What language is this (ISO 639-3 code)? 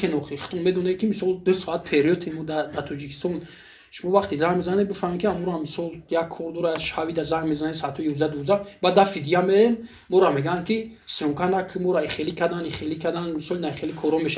tgk